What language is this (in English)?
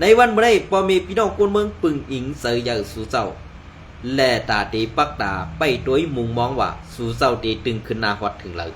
Shan